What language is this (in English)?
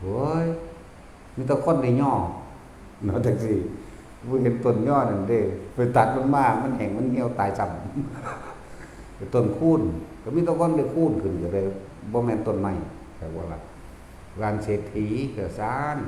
Northeastern Thai